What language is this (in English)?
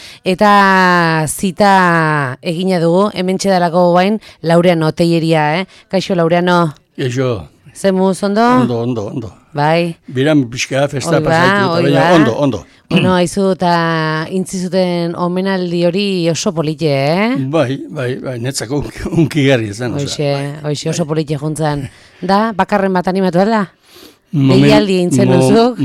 Basque